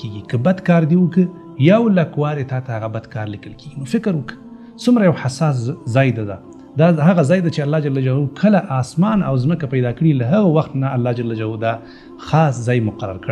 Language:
Pashto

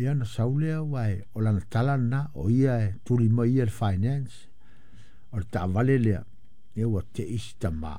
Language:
Samoan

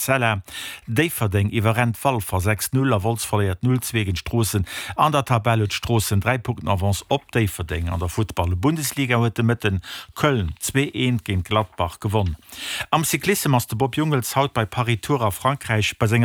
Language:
Luxembourgish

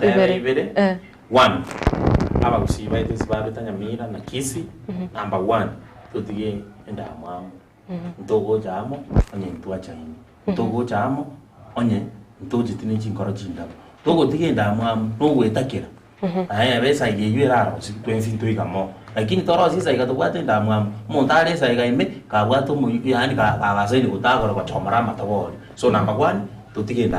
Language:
Gusii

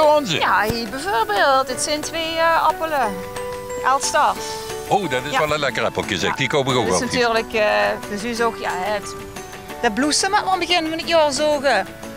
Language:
Limburgish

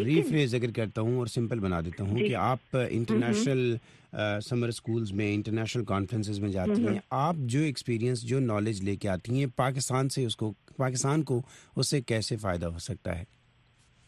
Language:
Urdu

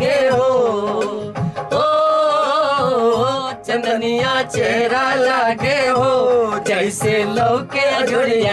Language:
Bhojpuri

